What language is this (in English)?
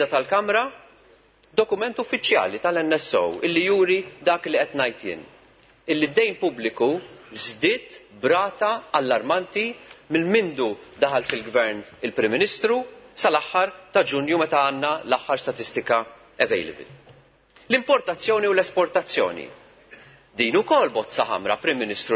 Maltese